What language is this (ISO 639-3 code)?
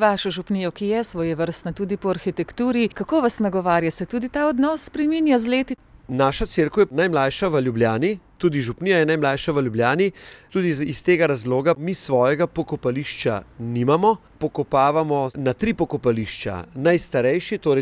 slv